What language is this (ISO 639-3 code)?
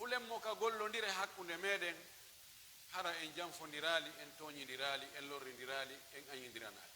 fuf